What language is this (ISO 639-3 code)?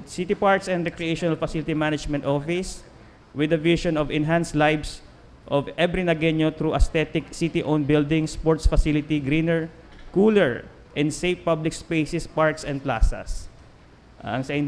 bik